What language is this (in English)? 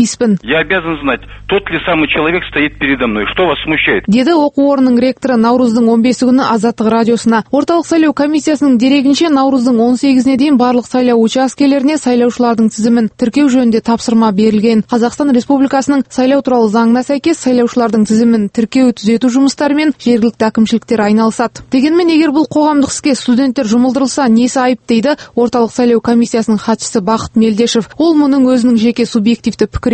Kazakh